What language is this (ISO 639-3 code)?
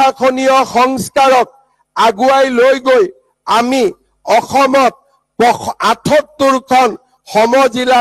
asm